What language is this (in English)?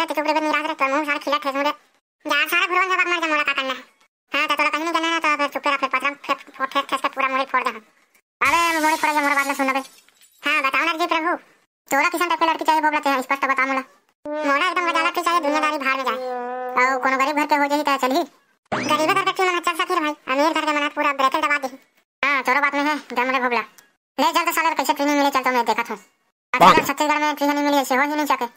Chhattisgarhi